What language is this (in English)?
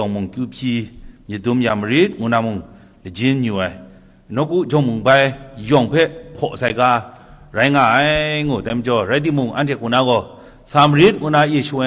Kachin